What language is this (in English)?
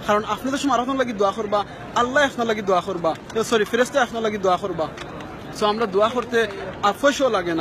Sylheti